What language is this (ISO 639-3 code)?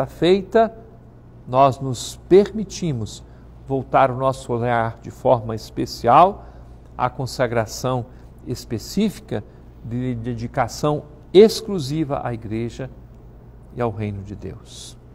por